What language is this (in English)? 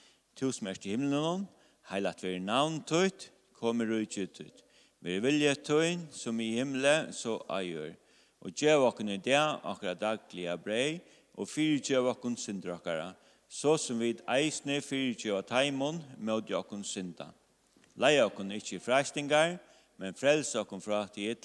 Faroese